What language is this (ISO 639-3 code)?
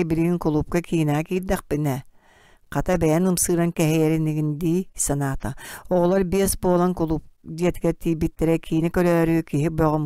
sah